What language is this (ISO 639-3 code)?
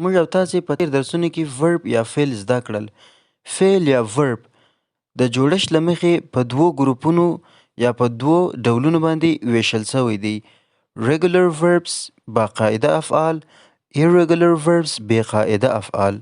pus